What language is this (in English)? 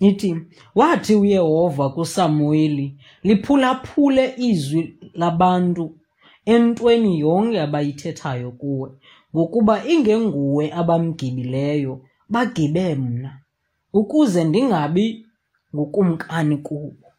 Xhosa